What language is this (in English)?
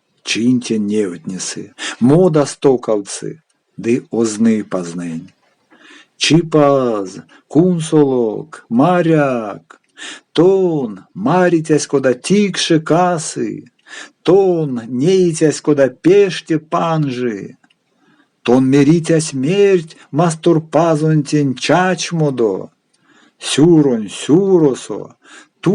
Erzya